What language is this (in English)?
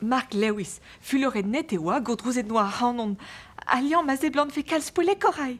Breton